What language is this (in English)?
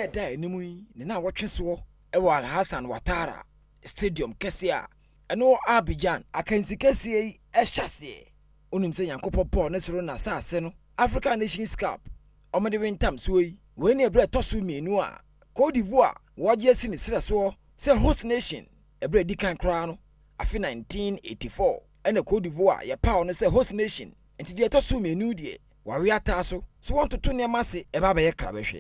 Akan